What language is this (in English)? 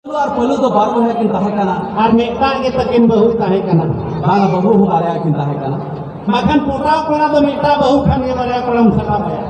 Santali